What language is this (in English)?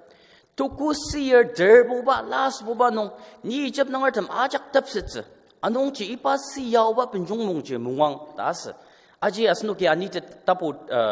Ao Naga